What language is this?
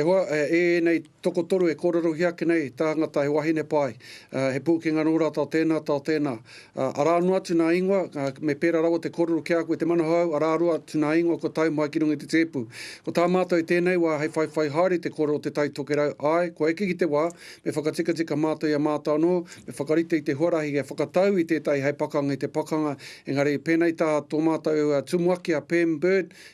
Māori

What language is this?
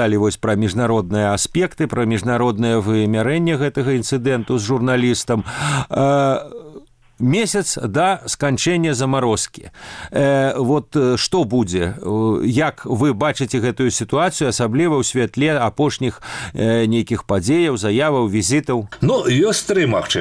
Belarusian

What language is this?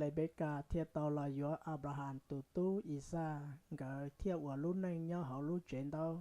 Hmong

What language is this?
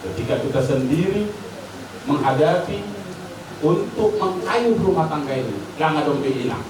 Batak Toba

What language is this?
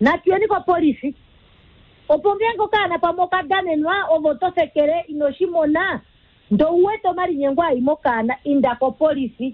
Kuanyama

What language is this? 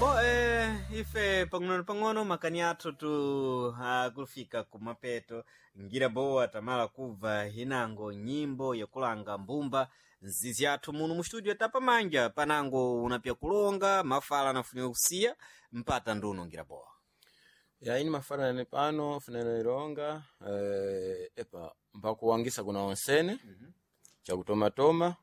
Sena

